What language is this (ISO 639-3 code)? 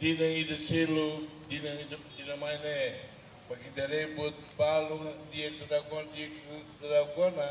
tet